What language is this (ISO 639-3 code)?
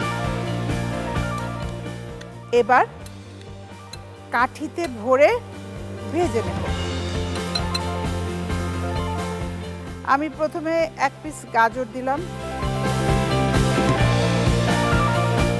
ben